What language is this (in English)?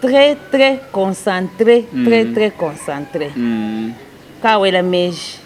Luba-Lulua